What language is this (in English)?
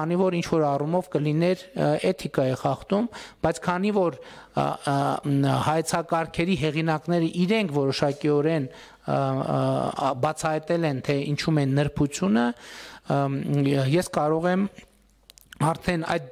Armenian